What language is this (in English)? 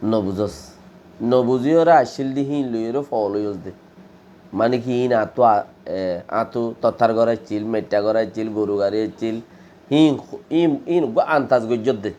Rohingya